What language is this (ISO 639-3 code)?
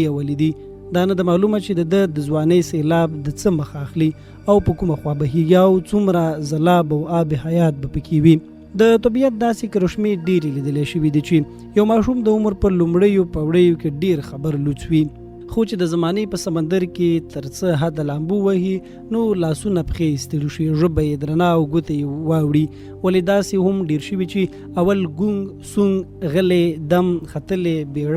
pus